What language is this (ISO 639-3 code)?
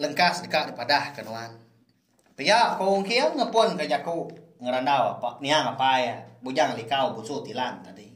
iba